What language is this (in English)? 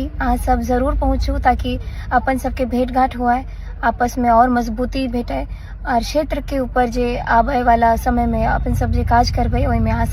Maithili